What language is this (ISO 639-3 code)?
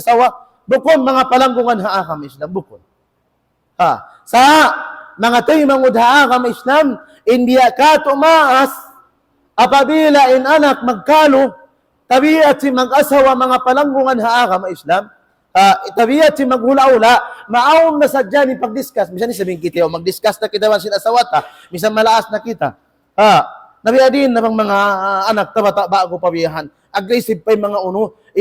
tsg